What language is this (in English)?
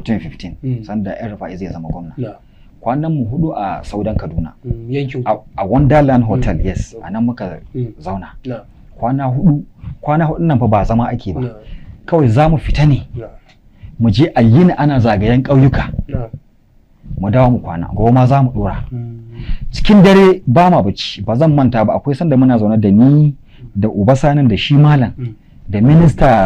Hausa